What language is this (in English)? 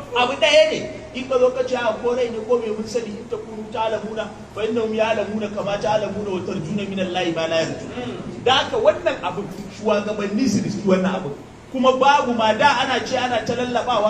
Hausa